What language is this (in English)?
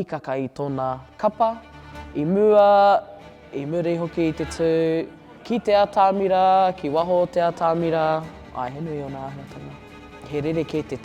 Māori